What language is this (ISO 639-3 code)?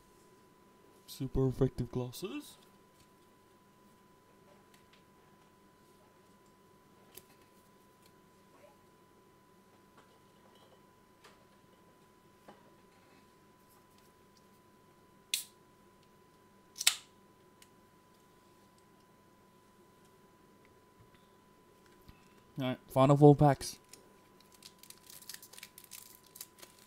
eng